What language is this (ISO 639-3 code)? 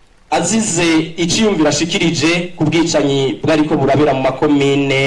run